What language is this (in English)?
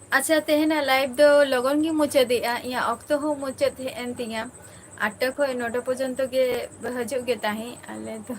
Santali